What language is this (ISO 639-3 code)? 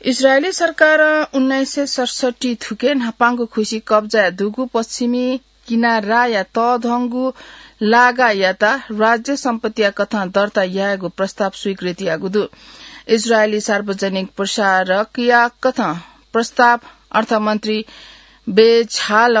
new